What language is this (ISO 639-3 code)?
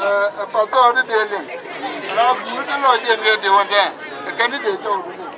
nus